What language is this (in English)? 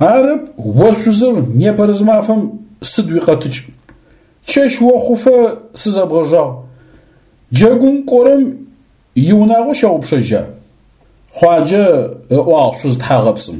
Adyghe